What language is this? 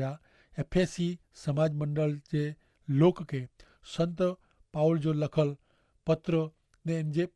Kachhi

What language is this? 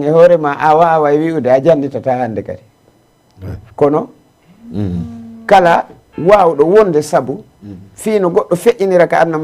Fula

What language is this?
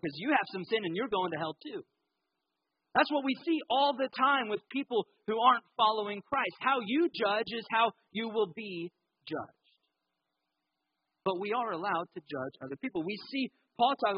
English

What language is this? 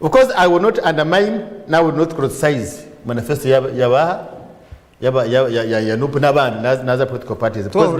Nyankole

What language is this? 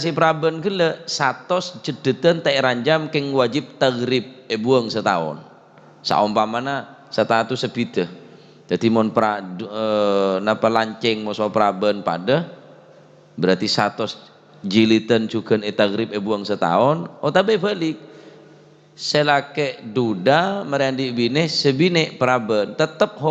Madurese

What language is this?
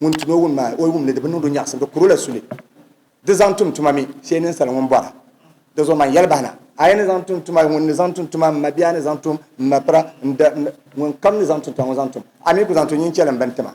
Dagbani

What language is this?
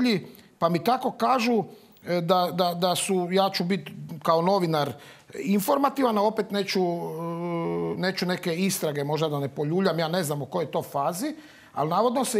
Croatian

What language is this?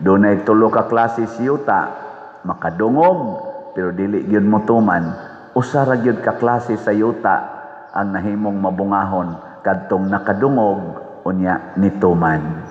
Cebuano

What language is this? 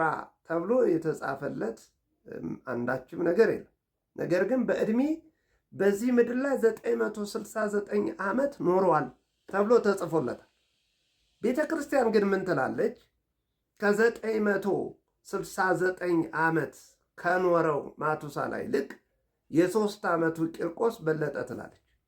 Amharic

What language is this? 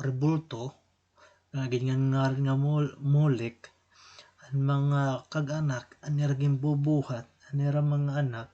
Waray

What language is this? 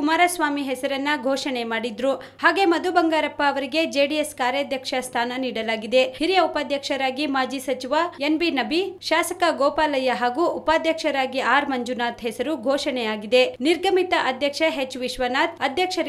Kannada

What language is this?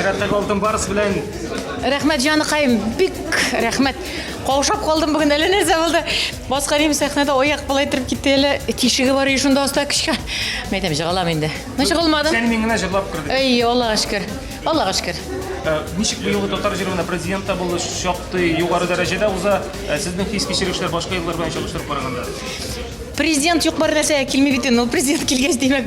Tatar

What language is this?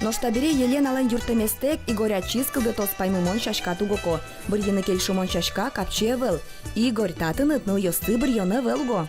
Udmurt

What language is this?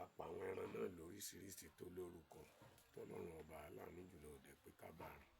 Yoruba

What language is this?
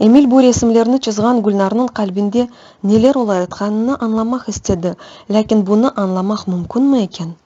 Crimean Tatar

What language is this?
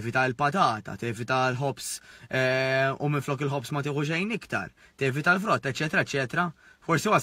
Maltese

